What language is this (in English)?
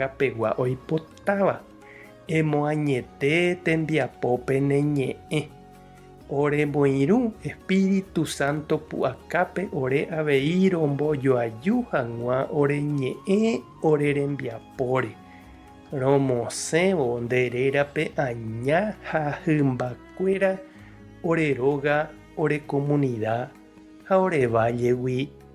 Guarani